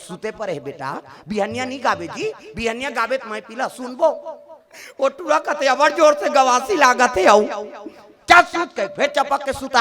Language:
Chhattisgarhi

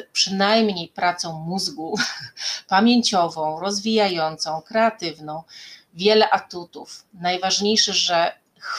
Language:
Polish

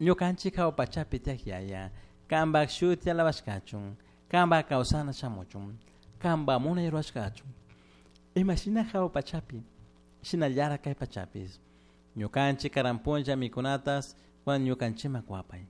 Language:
Chimborazo Highland Quichua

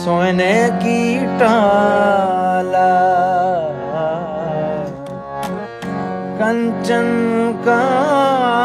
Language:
Punjabi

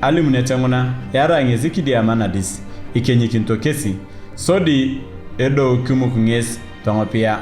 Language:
Turkana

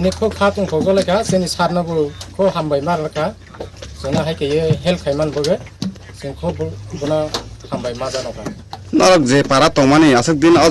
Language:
Riang (India)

